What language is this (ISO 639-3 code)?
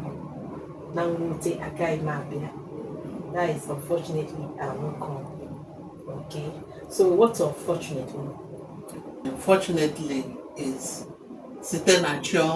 ibo